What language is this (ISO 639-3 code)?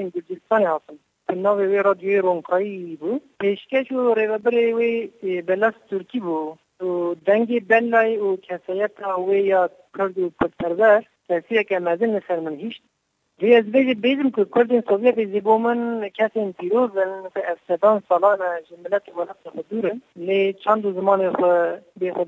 kur